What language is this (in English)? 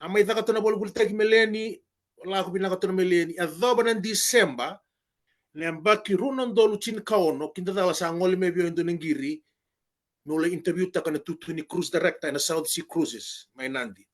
Fijian